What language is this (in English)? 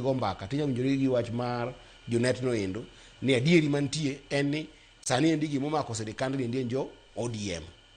Luo (Kenya and Tanzania)